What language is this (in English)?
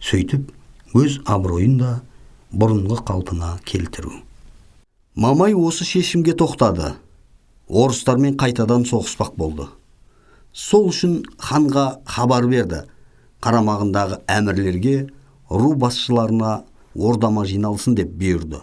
Kazakh